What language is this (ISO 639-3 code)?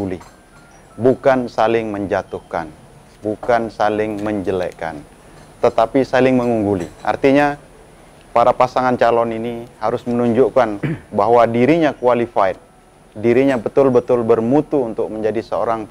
ind